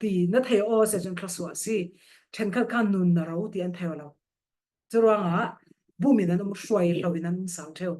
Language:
Falam Chin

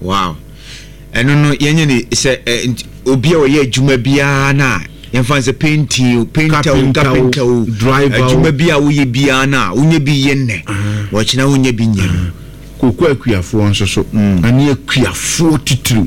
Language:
Akan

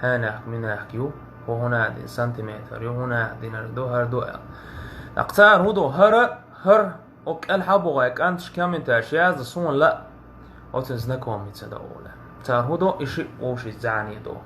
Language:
Chechen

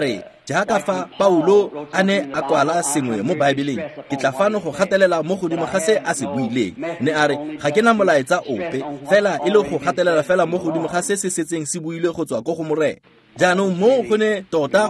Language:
Tswana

